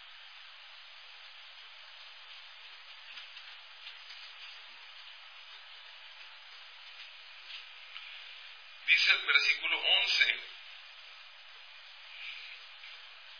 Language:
Spanish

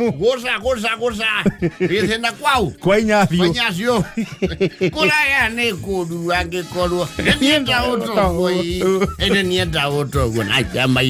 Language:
Kikuyu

